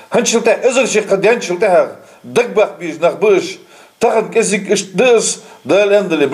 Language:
Ingush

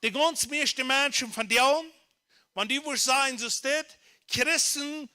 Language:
Plautdietsch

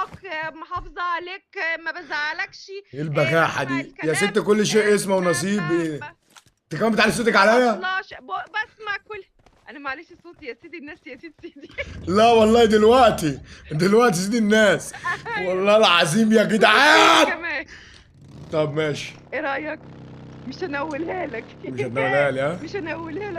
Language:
Egyptian Arabic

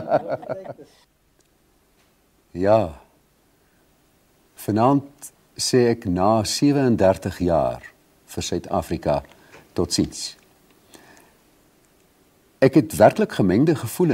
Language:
Afrikaans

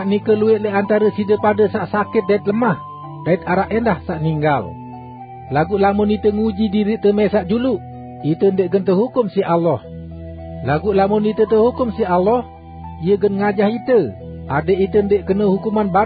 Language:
Sasak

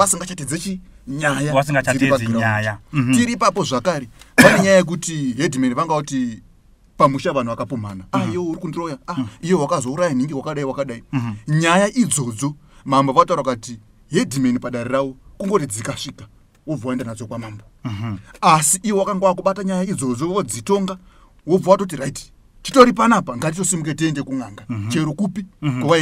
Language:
Shona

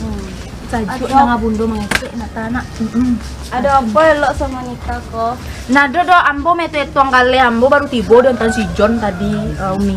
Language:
Minangkabau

